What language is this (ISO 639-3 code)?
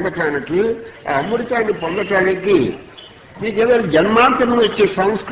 tel